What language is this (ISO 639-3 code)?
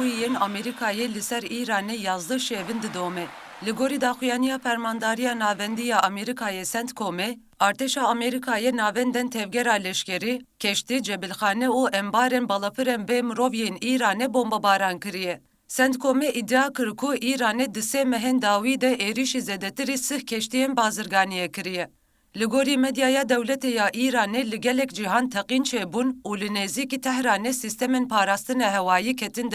kur